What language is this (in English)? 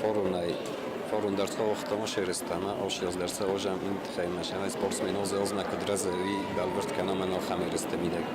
Ossetic